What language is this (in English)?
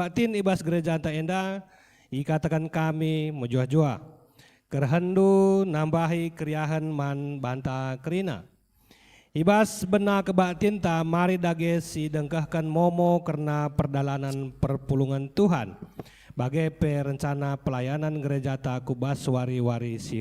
Batak Karo